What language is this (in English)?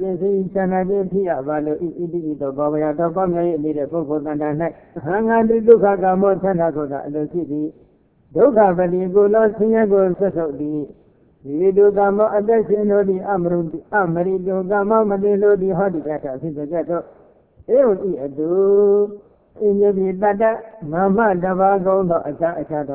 Burmese